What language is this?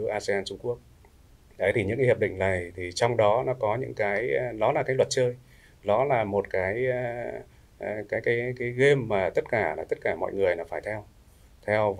Vietnamese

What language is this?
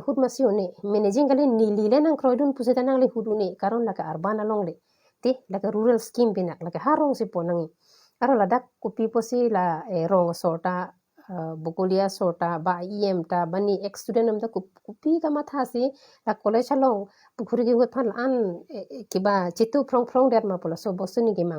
Karbi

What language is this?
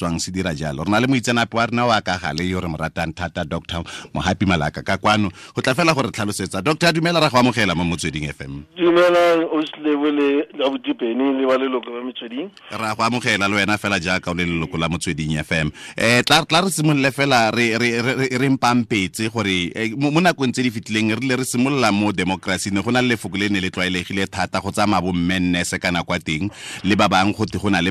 Tswana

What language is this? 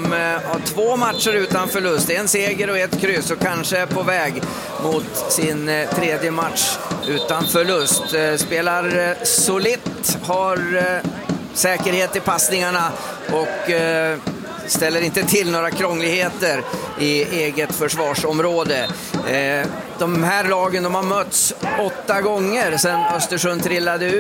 Swedish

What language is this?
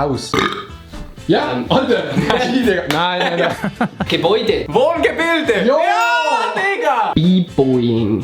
Swiss German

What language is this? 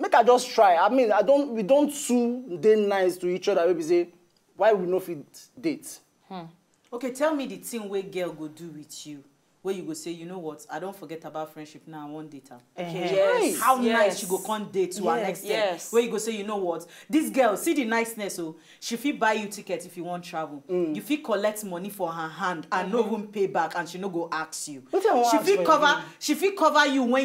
Nigerian Pidgin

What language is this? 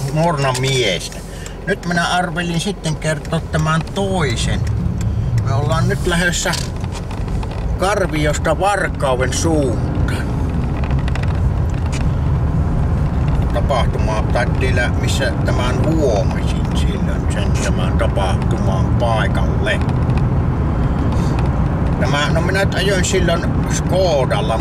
Finnish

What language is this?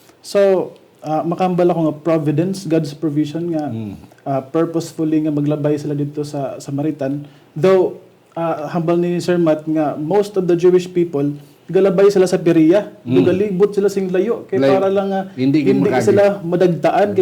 Hiligaynon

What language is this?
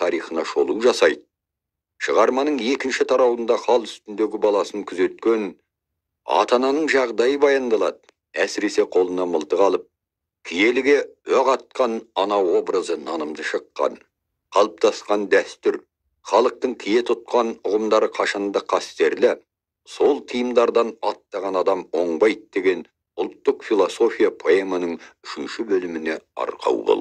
Kazakh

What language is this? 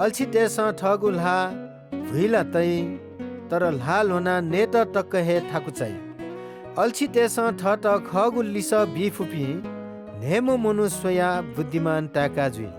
Newari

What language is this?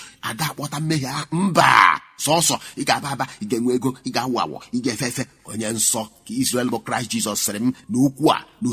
Igbo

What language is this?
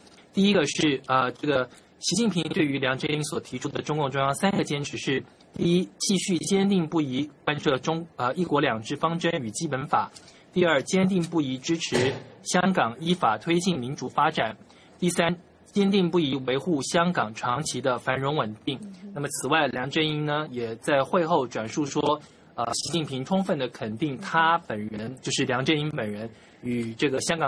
Chinese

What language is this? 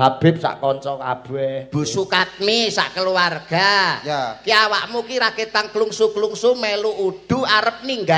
Javanese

